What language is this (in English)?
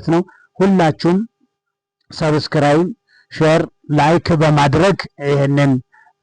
Amharic